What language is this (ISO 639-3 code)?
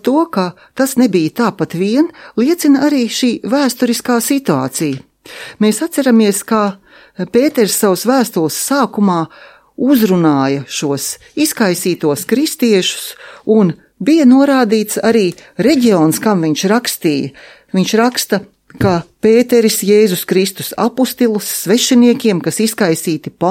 lav